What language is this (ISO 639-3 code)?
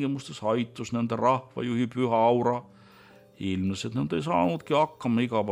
est